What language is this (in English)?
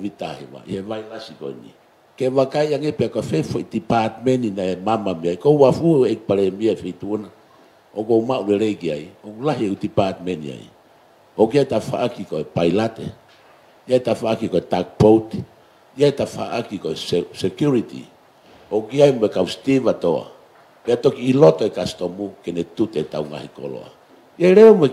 Tongan